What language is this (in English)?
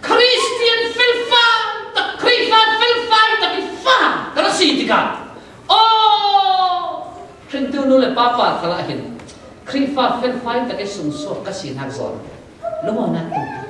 Falam Chin